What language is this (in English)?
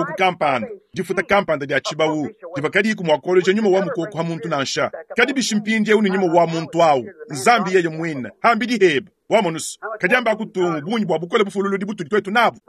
Luba-Lulua